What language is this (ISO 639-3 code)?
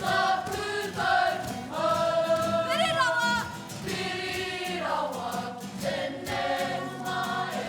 mri